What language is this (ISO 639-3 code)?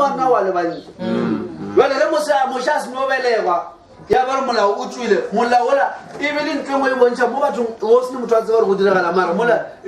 nso